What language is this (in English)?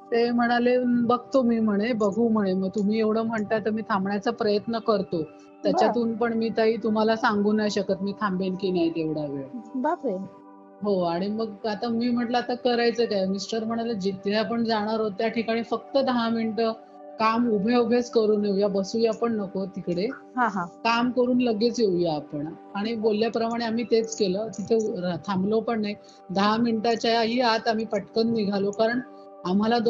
Marathi